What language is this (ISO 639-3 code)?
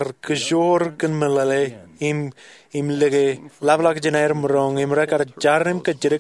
mah